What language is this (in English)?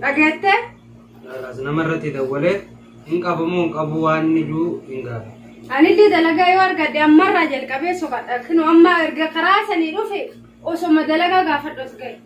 Oromo